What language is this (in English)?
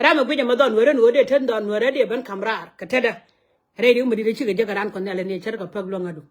Nuer